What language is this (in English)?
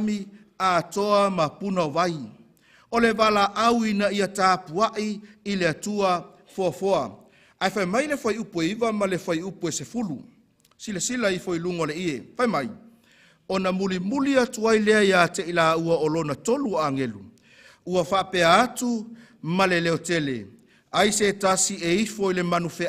Samoan